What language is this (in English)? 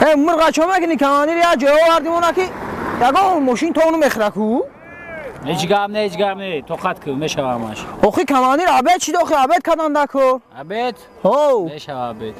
Tajik